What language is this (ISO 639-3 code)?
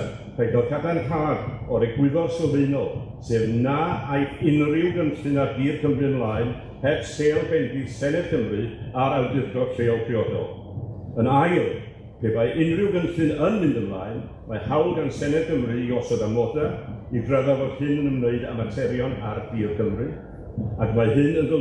cym